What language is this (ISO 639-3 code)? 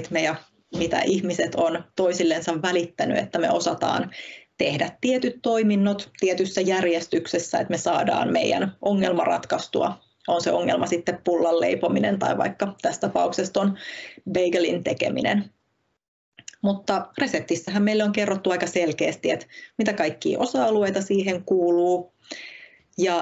fin